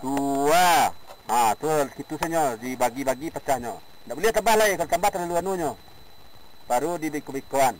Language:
Minangkabau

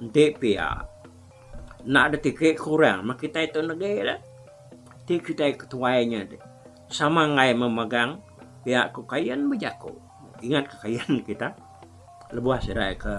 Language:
Iban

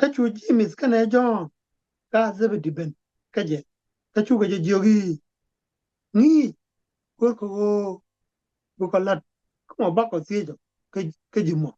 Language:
Nuer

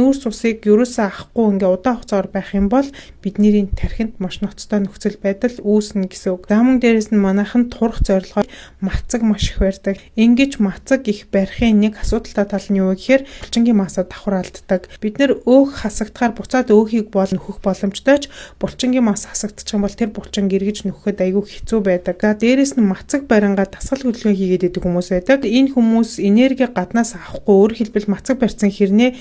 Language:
Mongolian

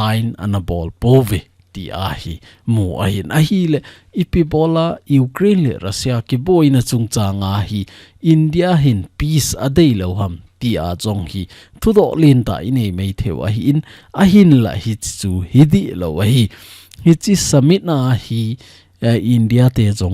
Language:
Thado Chin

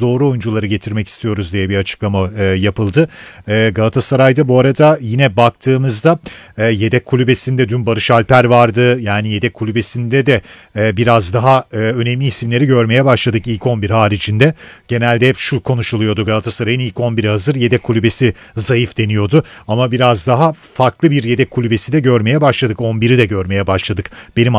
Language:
Turkish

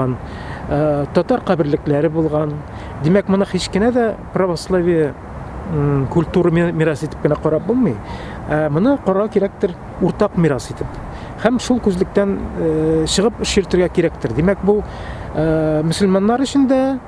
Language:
Tatar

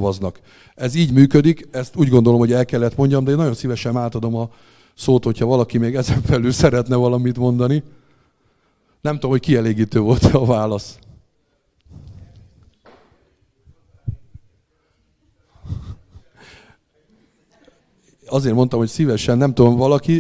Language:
Hungarian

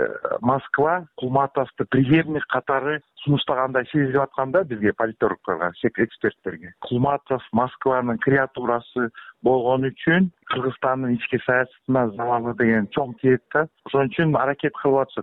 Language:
Kyrgyz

